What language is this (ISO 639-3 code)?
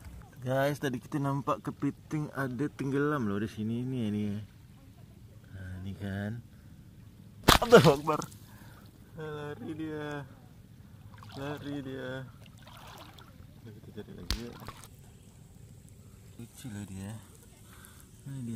msa